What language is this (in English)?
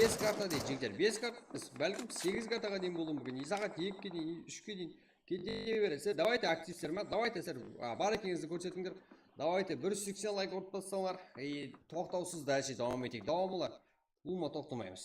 Kara-Kalpak